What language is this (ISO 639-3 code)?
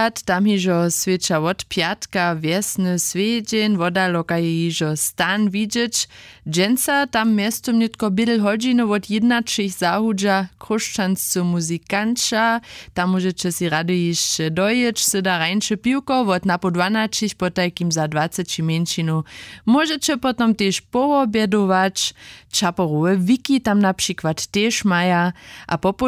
hsb